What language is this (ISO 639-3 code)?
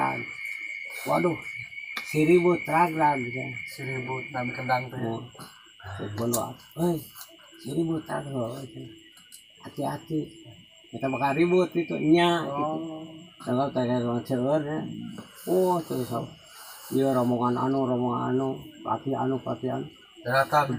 sun